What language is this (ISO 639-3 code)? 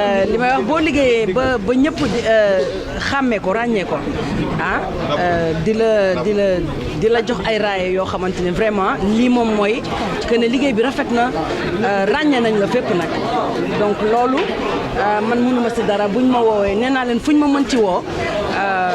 wol